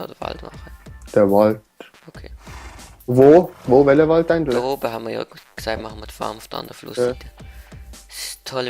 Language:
Swiss German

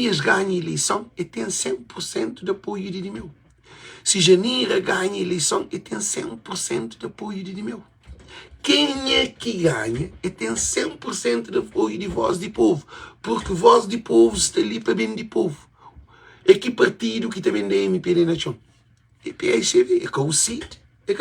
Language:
Kabuverdianu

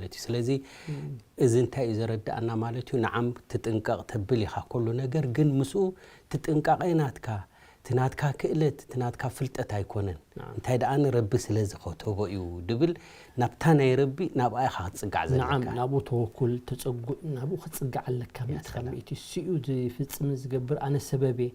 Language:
Tigrinya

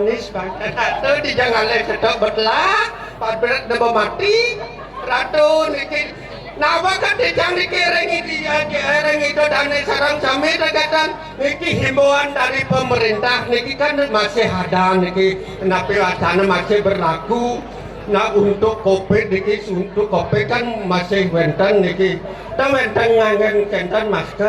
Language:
Balinese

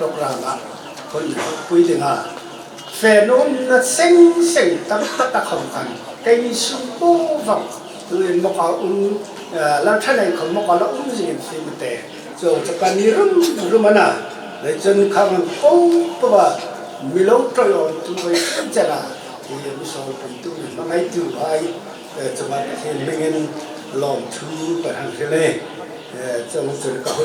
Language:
Hmar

